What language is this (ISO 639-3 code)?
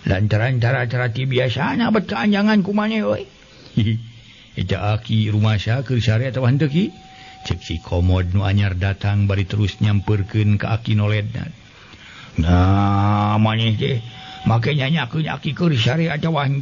sun